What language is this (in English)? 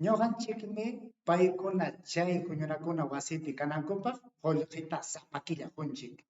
Ayacucho Quechua